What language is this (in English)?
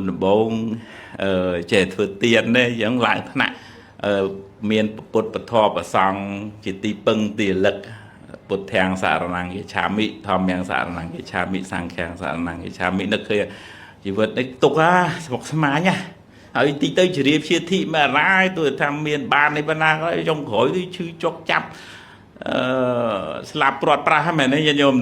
Khmer